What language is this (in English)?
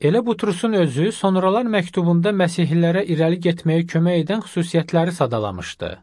Azerbaijani